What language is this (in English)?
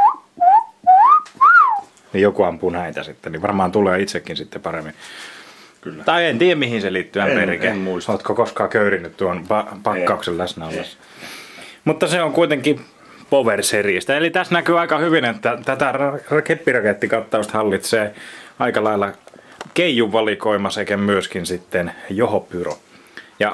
Finnish